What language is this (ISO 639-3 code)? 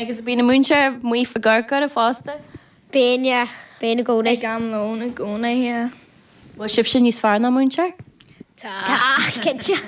gle